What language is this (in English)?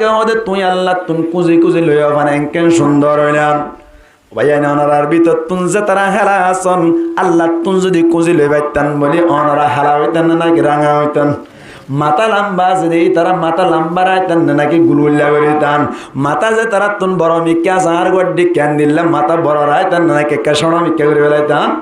Rohingya